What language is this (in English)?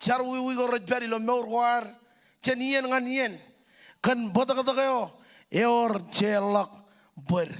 Marshallese